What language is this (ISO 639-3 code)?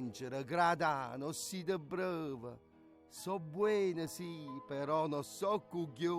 nap